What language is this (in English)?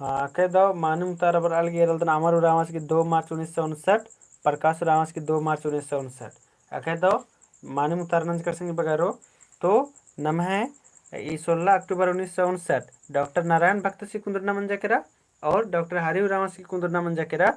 Kurukh